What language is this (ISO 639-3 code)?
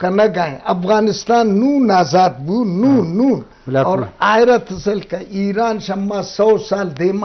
bgp